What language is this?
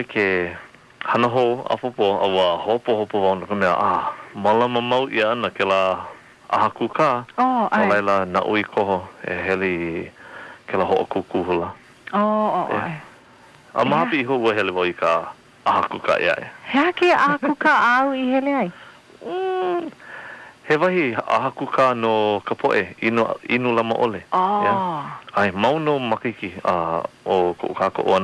Hawaiian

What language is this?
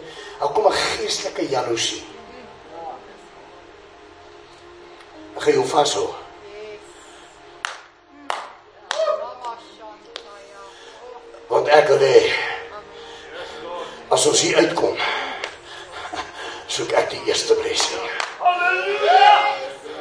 Afrikaans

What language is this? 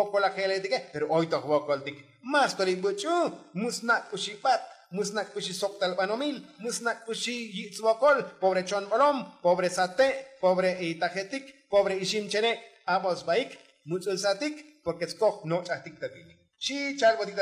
Tzotzil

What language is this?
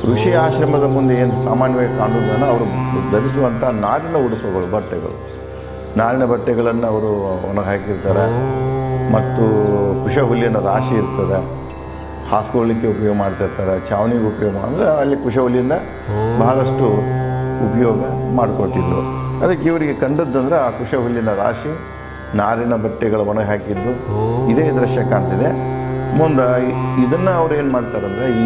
Kannada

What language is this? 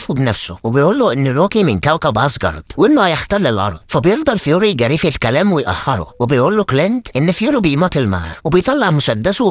Egyptian Arabic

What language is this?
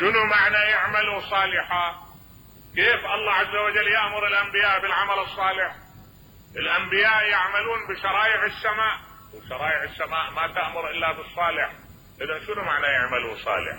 Mesopotamian Arabic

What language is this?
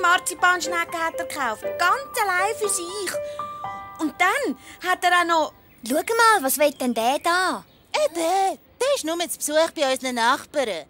Swiss German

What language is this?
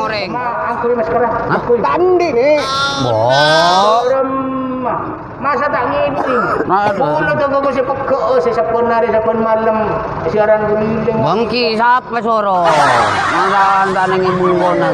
Madurese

